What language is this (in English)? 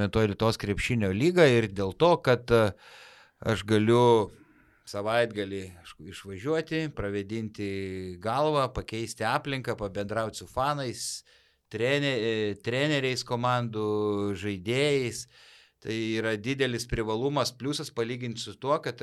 Lithuanian